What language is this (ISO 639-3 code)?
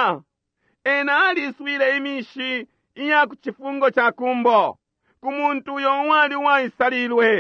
bem